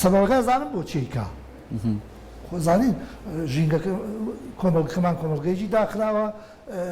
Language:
Central Kurdish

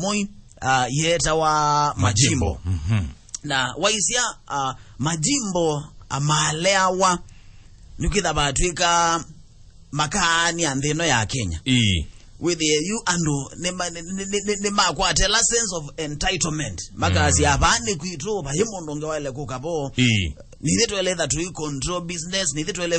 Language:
Kamba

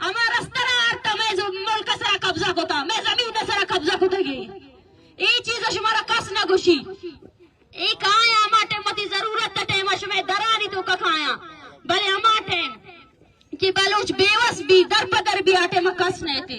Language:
Baluchi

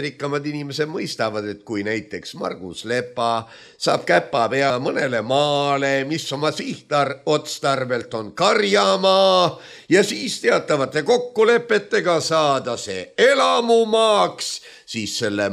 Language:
Estonian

